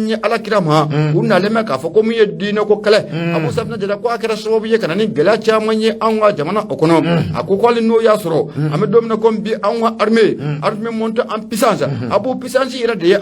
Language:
Bambara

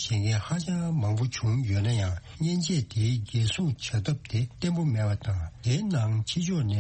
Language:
Tibetan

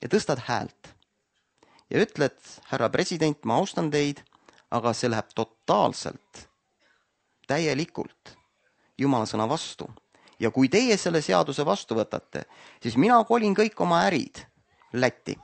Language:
Estonian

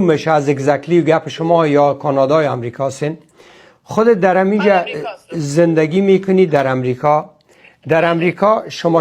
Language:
Persian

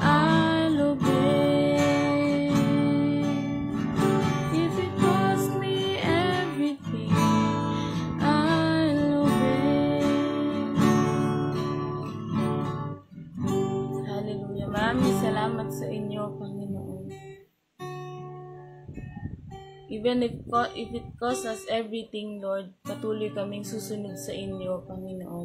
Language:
Filipino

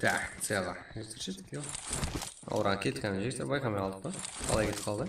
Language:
Kara-Kalpak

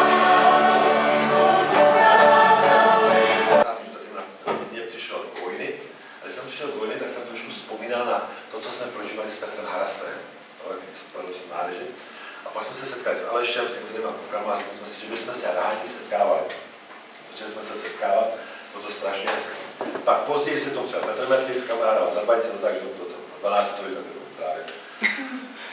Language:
Czech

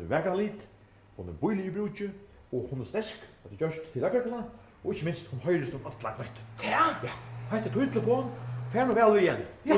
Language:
Faroese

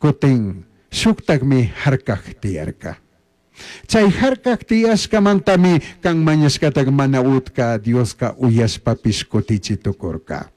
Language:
Chimborazo Highland Quichua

